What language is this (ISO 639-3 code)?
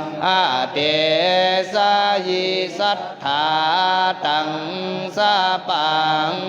pli